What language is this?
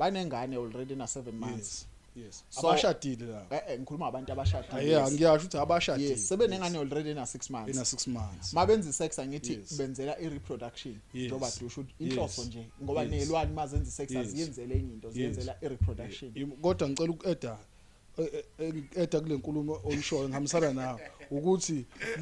Zulu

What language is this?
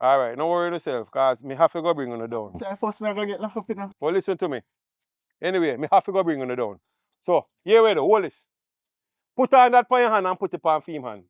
Jamaican Creole English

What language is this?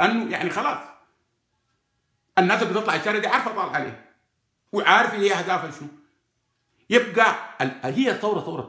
Sudanese Arabic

